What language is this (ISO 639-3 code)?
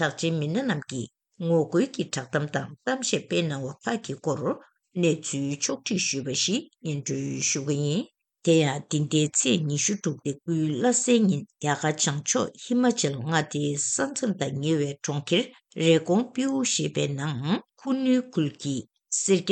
bod